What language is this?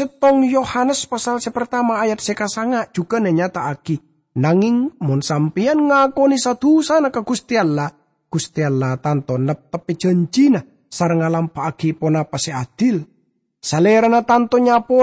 Madurese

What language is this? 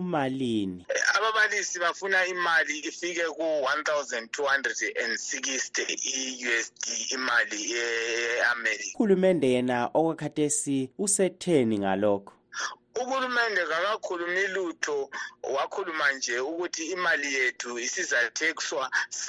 North Ndebele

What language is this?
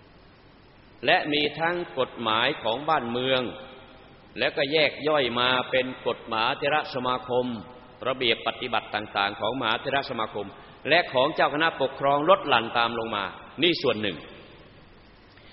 Thai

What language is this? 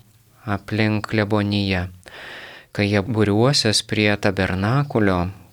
Lithuanian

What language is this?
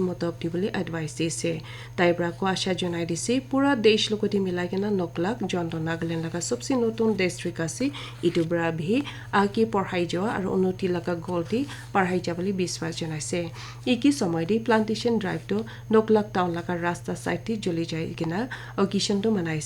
Naga Pidgin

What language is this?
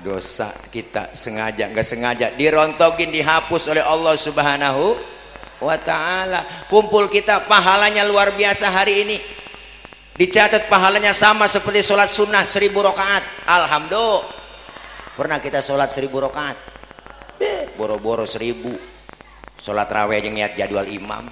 Betawi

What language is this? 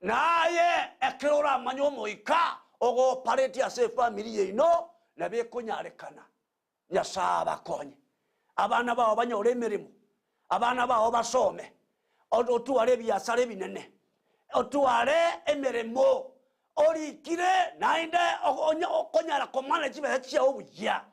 Gusii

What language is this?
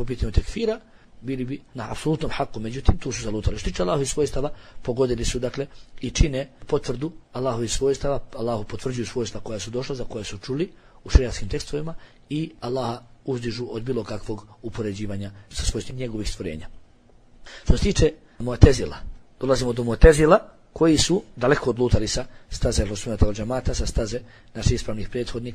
Bosnian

